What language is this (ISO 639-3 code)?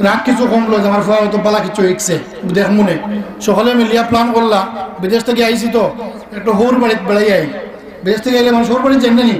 syl